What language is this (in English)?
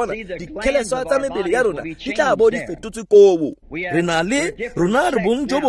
Tswana